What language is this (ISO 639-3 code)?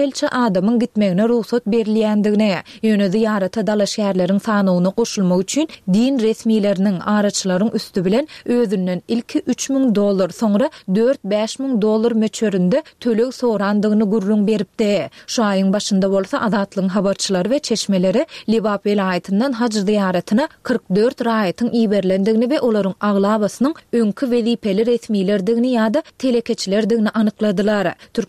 tuk